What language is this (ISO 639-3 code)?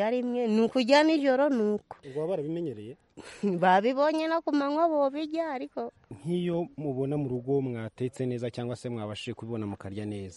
kin